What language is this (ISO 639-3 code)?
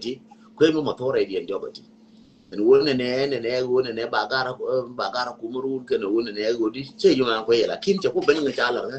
nus